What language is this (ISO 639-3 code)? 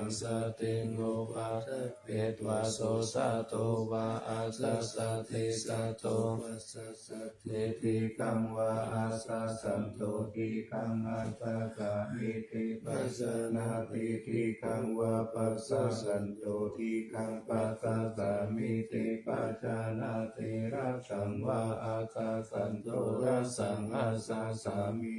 pli